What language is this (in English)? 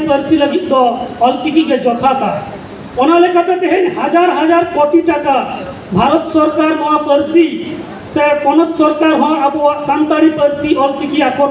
Santali